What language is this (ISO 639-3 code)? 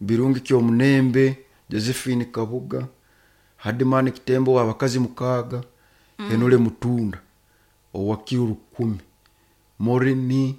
nyo